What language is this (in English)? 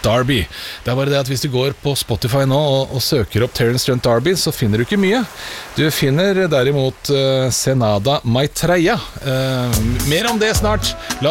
Norwegian